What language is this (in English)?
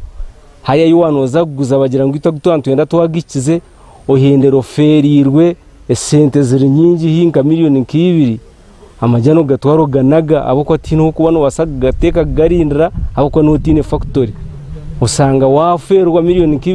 Nyankole